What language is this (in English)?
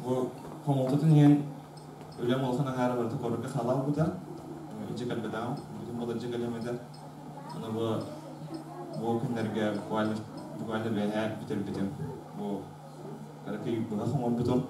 Yakut